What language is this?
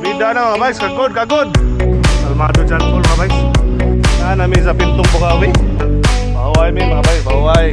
Cebuano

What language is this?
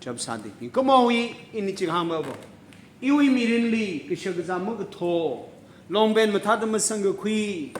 Tangkhul Naga (India)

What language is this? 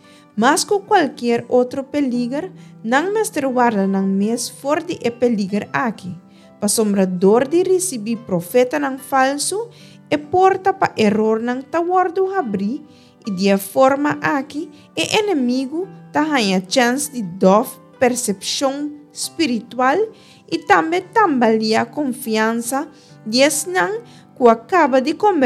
Papiamento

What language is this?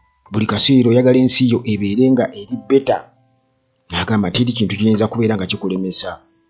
Ganda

